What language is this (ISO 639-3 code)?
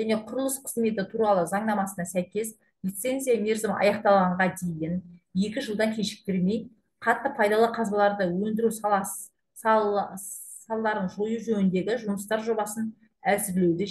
kaz